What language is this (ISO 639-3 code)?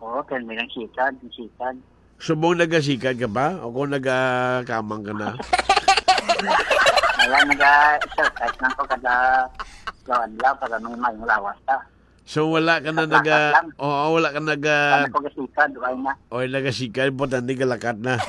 hil